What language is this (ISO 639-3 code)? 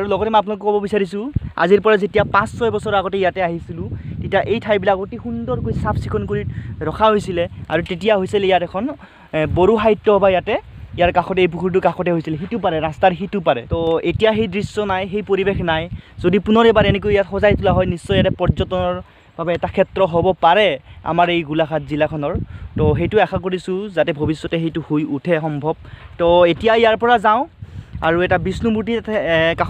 asm